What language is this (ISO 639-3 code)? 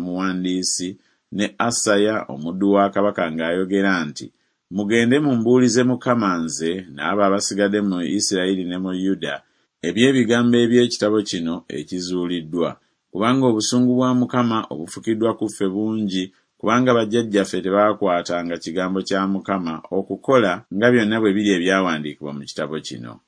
lug